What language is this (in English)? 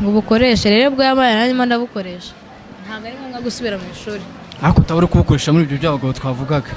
Kinyarwanda